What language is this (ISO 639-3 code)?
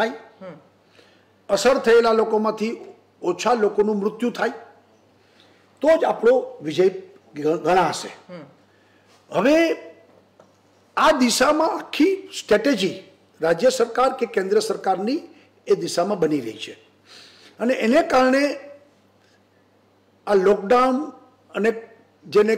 guj